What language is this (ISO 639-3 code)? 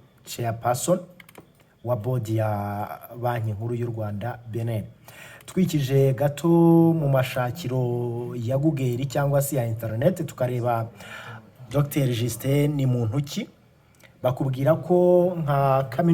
kin